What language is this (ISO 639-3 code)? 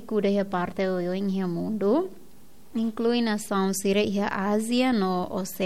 tet